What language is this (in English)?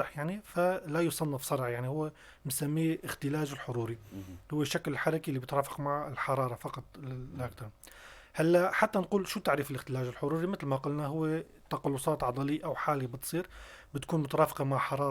North Levantine Arabic